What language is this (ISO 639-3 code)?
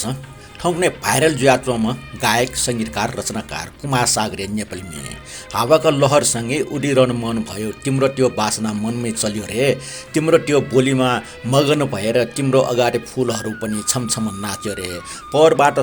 new